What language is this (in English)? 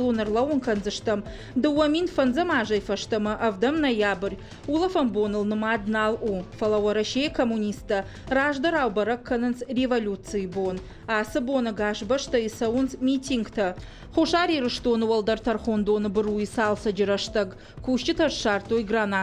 Ossetic